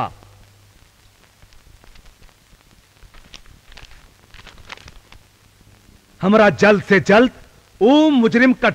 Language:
Bhojpuri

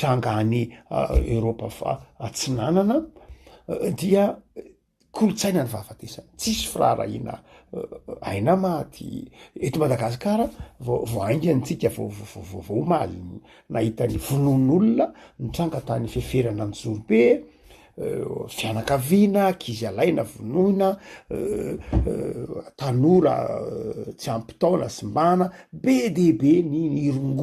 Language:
Malagasy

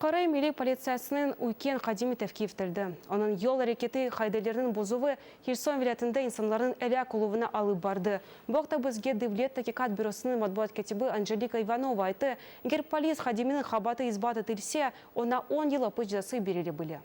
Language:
Crimean Tatar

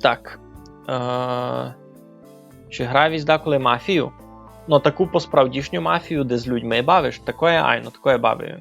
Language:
Rusyn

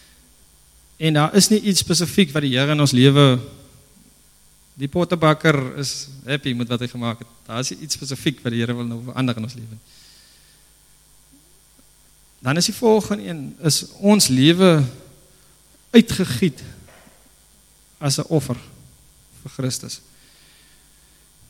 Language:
Afrikaans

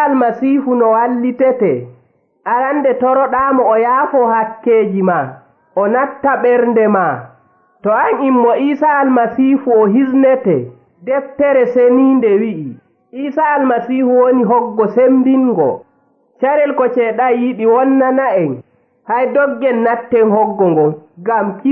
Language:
Nigerian Fulfulde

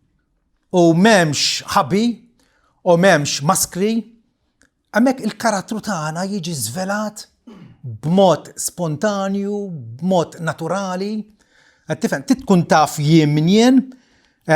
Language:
Maltese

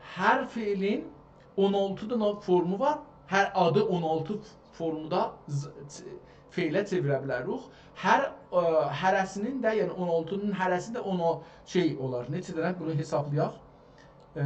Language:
South Azerbaijani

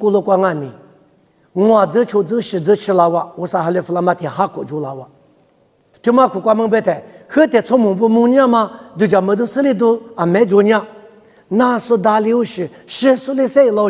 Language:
Lisu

